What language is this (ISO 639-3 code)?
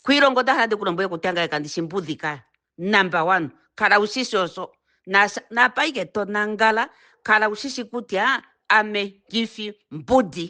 ndo